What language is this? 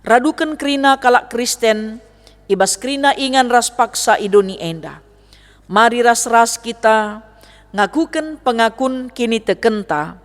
Batak Karo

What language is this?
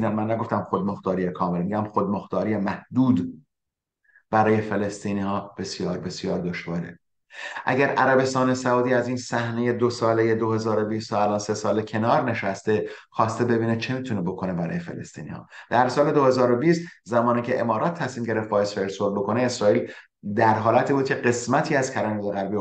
Persian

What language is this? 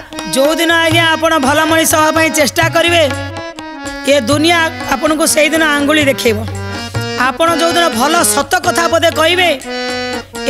Odia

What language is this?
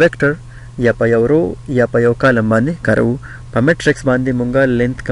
Pashto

